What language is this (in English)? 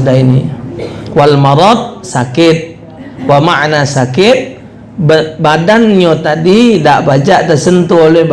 Musi